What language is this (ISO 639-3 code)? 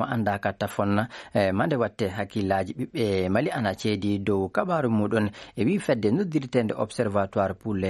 ful